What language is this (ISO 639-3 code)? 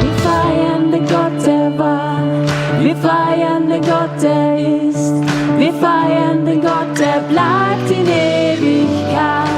gsw